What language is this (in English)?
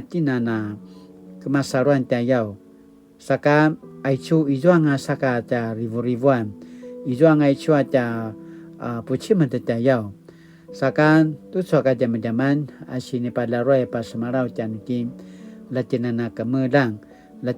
Paiwan